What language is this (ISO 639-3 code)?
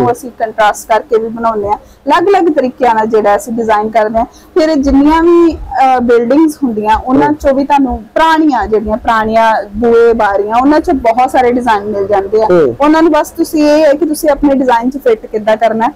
pan